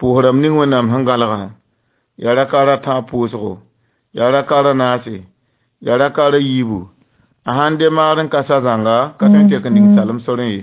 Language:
Mossi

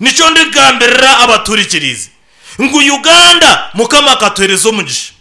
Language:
Nyankole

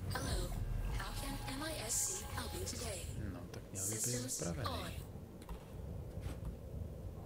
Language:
Czech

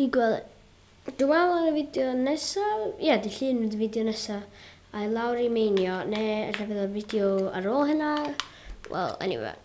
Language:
Welsh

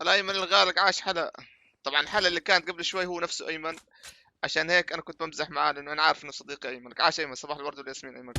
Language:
North Levantine Arabic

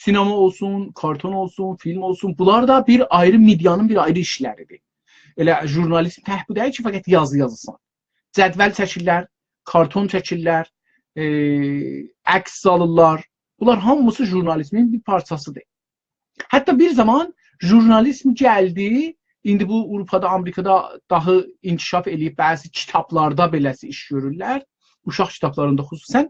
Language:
South Azerbaijani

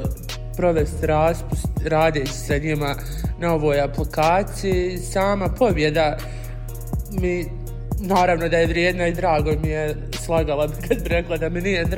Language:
Bosnian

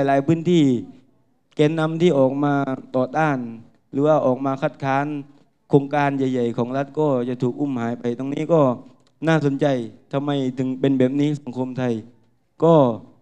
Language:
Thai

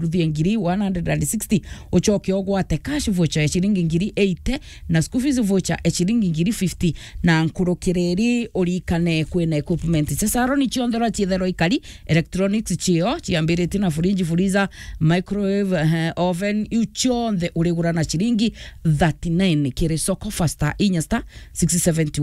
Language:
Meru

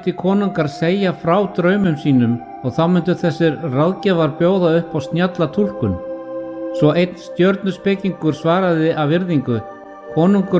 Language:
Icelandic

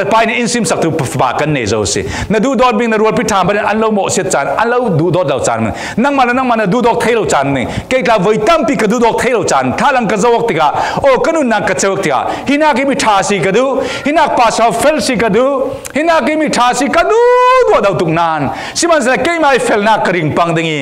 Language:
Falam Chin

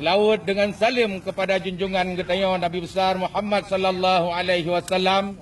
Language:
Achinese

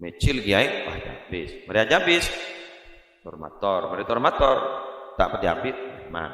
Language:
Madurese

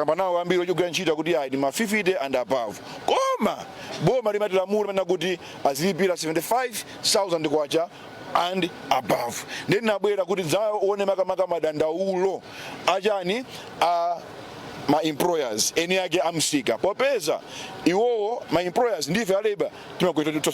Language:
Nyanja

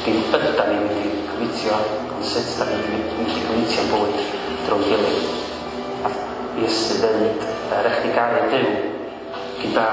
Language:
Welsh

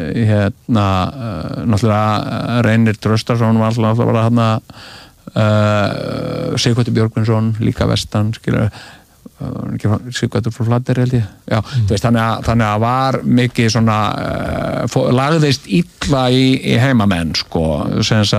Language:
Icelandic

